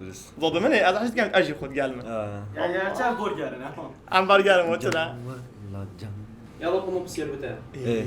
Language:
Kurdish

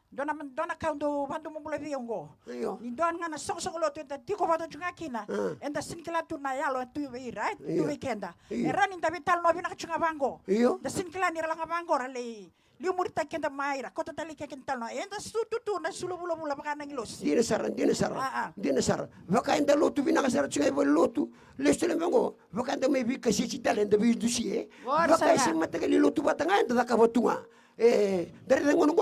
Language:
Fijian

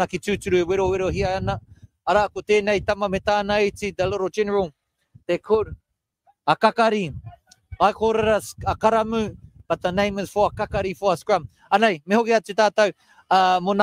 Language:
Māori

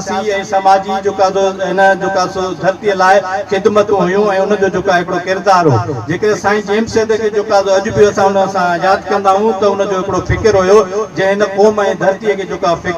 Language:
Sindhi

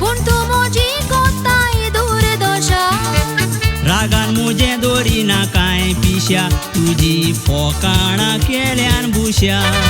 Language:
Konkani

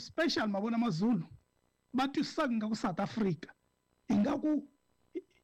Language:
Tsonga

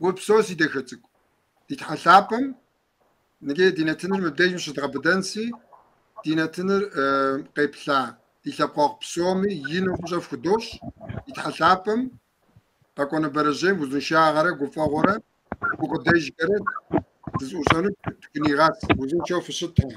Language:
Kabardian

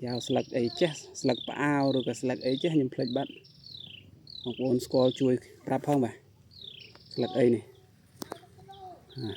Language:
Khmer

